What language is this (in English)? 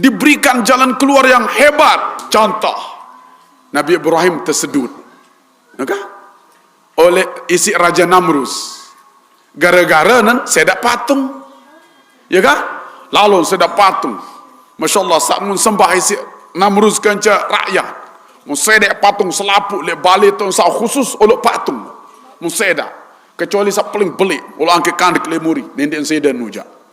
Sasak